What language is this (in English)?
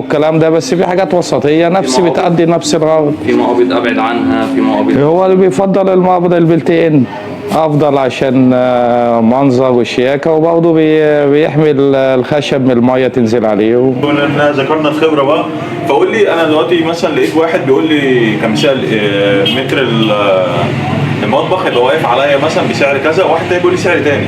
Egyptian Arabic